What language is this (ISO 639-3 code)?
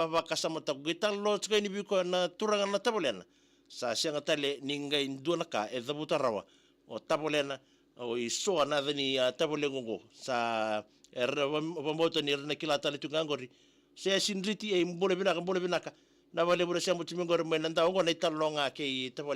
fij